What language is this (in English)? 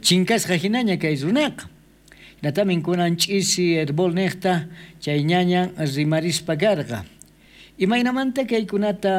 South Bolivian Quechua